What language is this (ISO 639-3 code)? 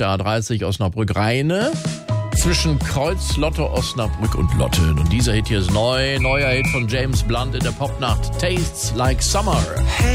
deu